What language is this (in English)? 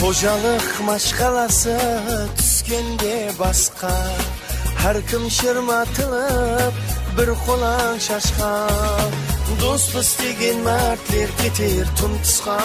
Kara-Kalpak